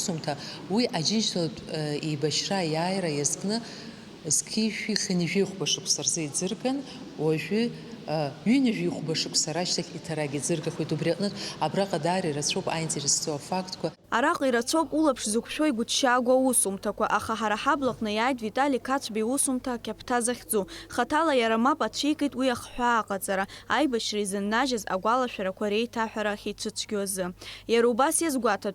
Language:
Abkhazian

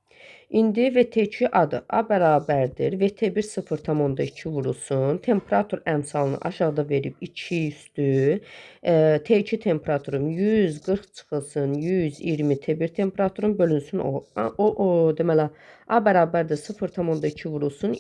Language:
Azerbaijani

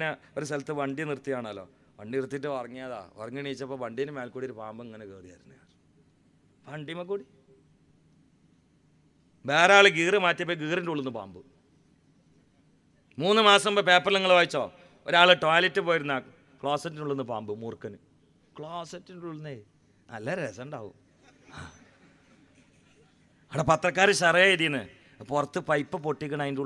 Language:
Malayalam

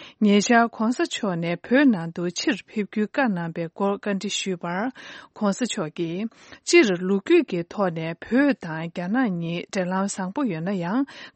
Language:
Tibetan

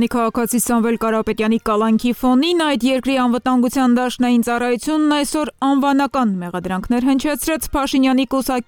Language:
Armenian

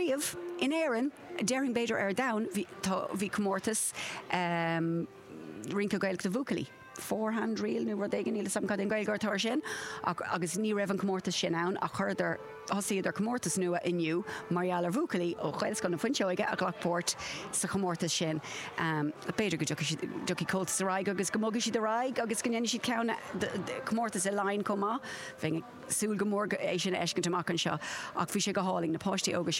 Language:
Irish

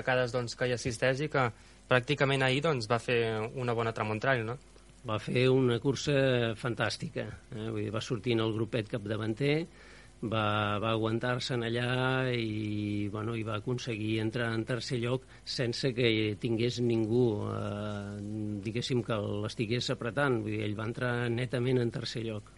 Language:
Catalan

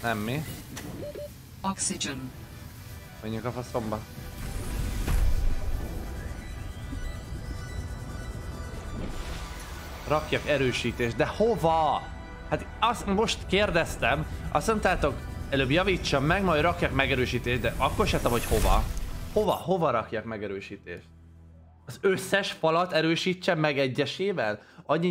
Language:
Hungarian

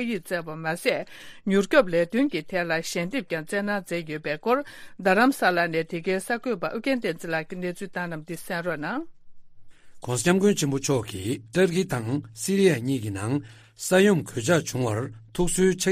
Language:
Tibetan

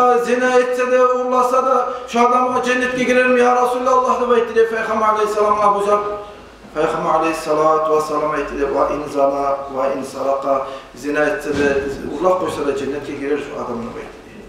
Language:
Kumyk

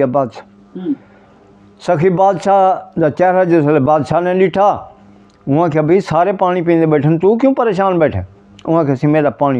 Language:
Saraiki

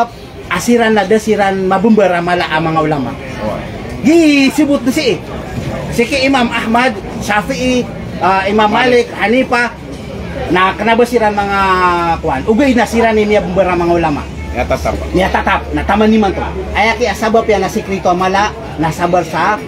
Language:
Maranao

